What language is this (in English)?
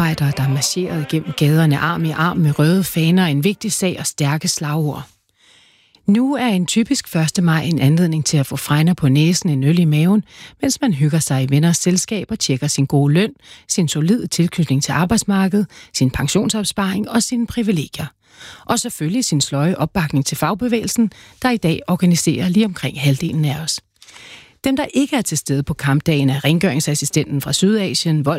Danish